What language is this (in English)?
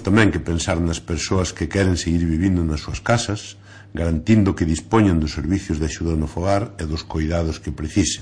Galician